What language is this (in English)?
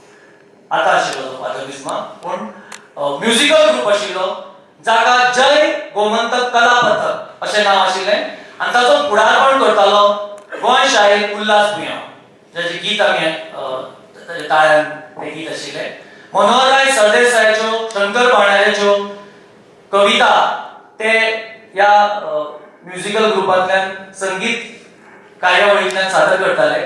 Konkani